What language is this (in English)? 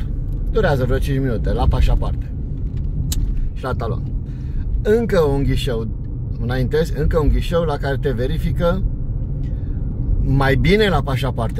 Romanian